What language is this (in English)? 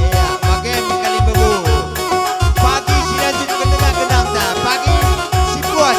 Batak Karo